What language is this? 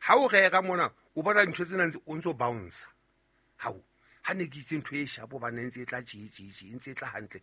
Southern Sotho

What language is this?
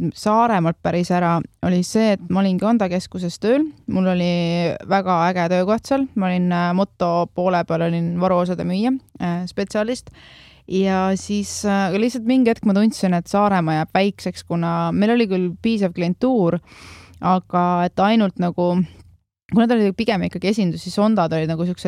Estonian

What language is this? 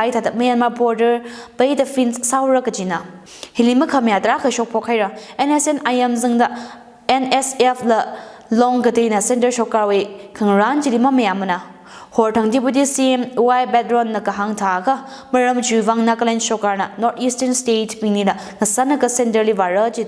Tangkhul Naga (India)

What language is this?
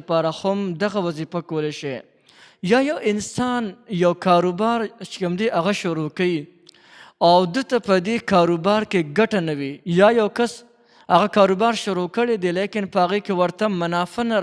Pashto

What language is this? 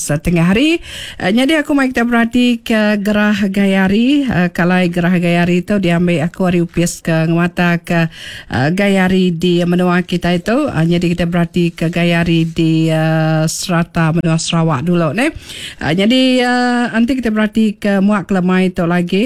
Iban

